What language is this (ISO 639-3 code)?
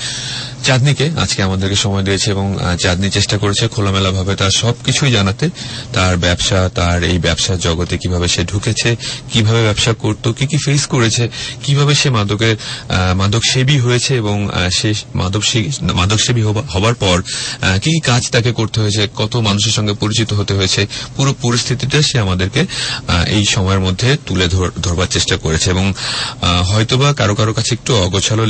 ben